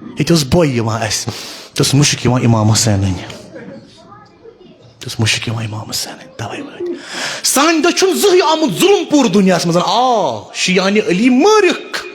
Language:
Kashmiri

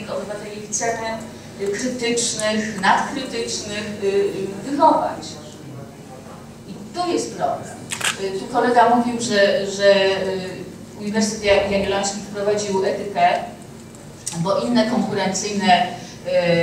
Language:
Polish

